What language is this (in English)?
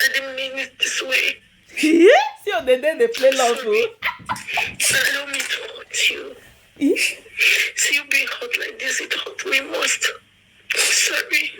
Nigerian Pidgin